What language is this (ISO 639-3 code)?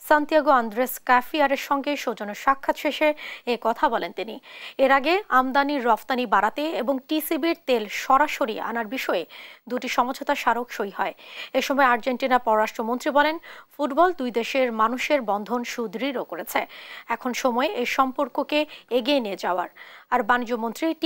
ben